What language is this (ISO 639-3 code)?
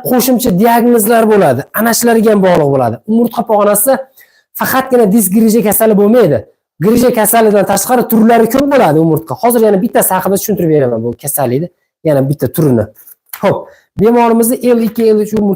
uzb